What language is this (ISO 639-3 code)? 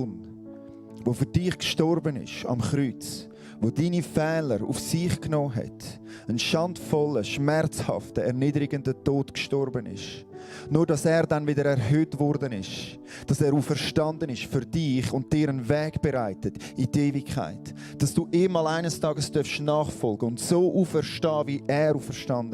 gsw